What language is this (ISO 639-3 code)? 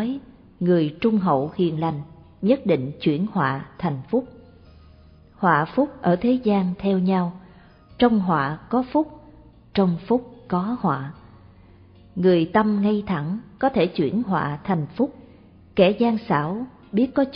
vie